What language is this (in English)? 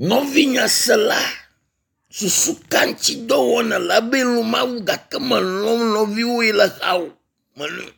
Ewe